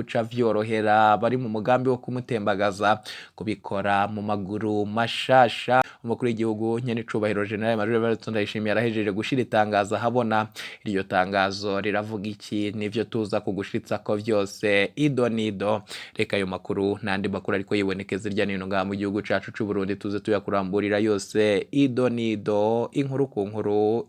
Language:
Rundi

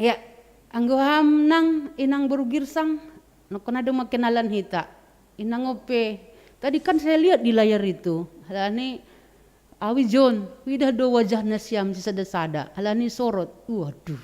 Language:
Batak Simalungun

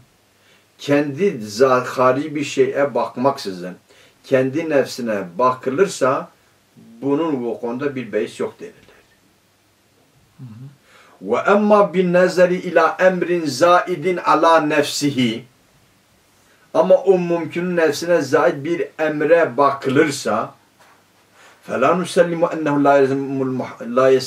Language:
Turkish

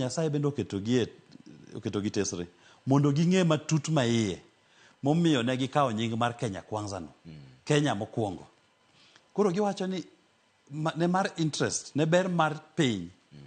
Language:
Luo (Kenya and Tanzania)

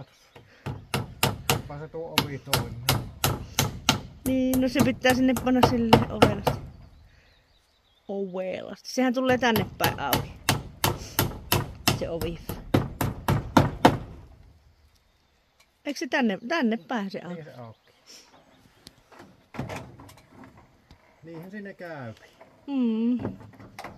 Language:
Finnish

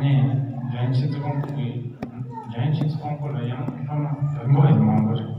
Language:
Tibetan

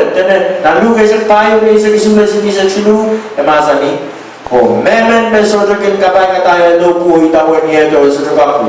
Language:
Pohnpeian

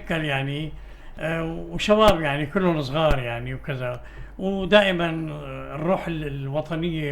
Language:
North Levantine Arabic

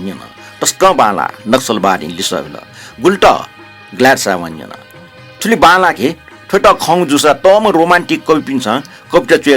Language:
Newari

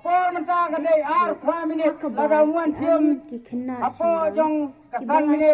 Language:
Khasi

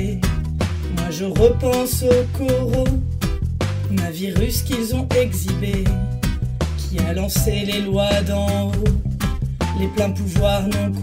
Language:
French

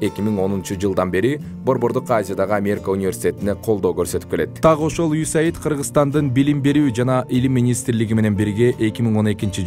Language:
Kyrgyz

